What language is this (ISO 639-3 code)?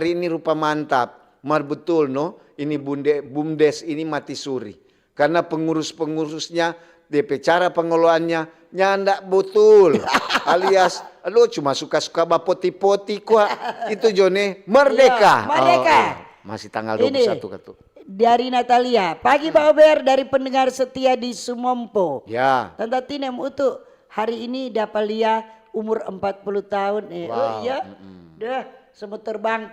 xmm